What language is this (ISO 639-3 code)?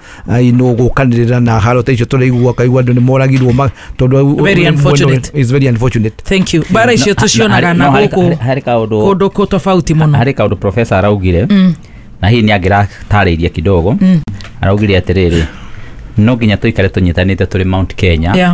kik